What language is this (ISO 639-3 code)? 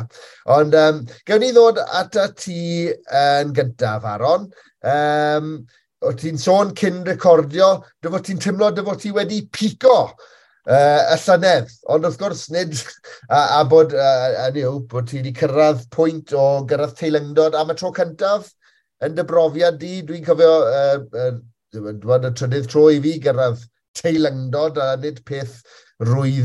cym